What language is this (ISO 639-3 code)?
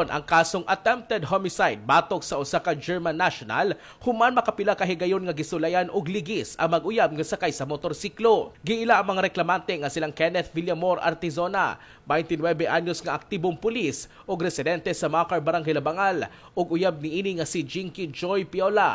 ceb